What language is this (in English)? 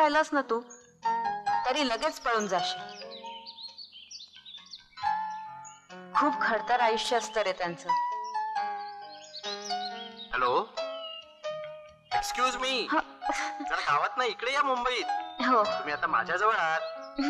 Marathi